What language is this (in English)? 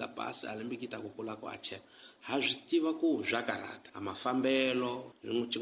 Tsonga